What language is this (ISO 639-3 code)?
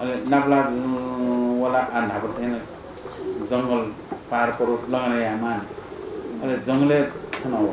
new